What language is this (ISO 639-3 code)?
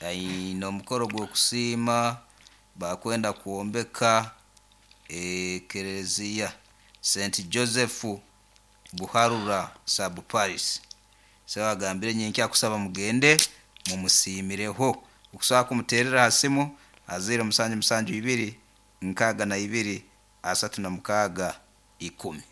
nyo